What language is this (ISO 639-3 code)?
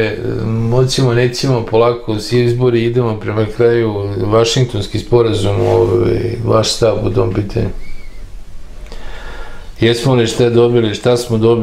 srp